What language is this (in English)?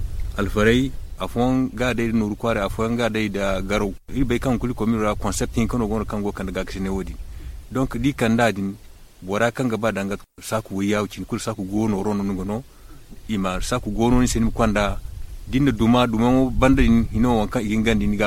Zarma